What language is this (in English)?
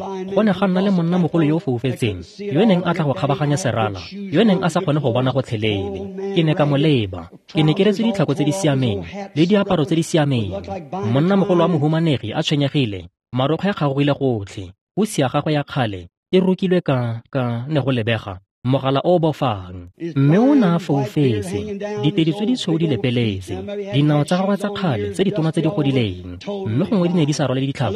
Tswana